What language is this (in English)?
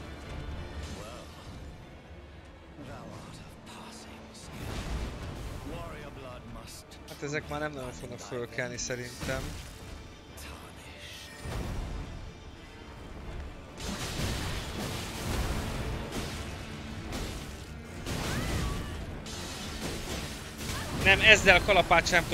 Hungarian